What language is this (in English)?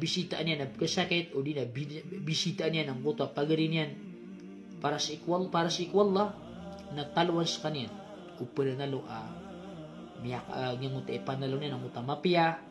Maranao